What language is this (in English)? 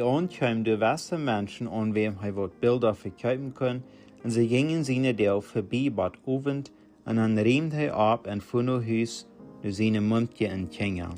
Plautdietsch